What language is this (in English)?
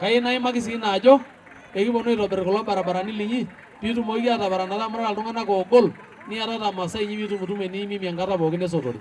Masai